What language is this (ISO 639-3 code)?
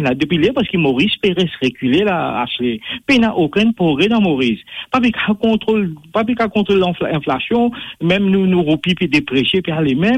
mfe